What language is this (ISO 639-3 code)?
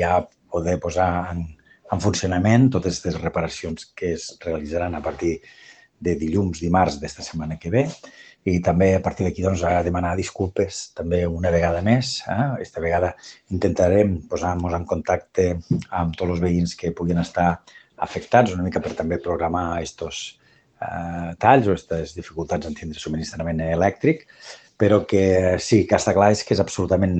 cat